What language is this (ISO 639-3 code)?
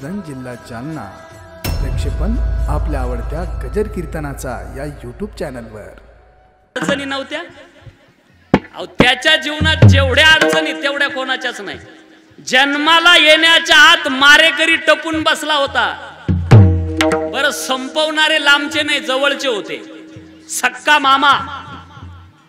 mar